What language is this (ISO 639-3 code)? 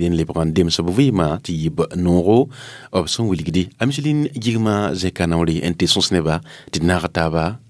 mos